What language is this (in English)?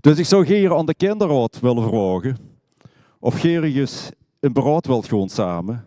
Limburgish